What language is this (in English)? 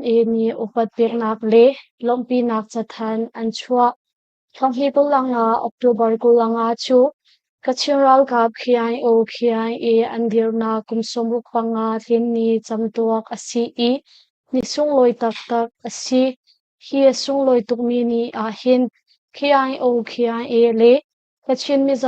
Hakha Chin